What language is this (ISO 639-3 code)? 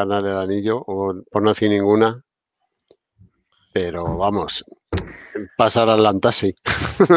spa